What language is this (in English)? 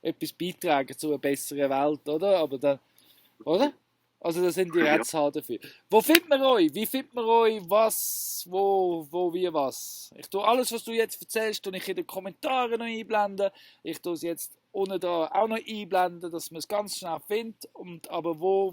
Swiss German